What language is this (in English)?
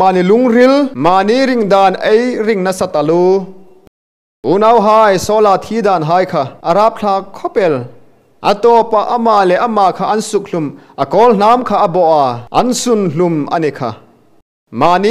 Hmar